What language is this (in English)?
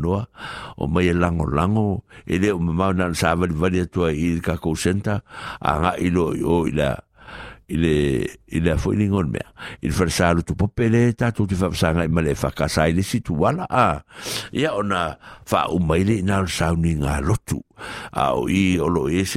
Samoan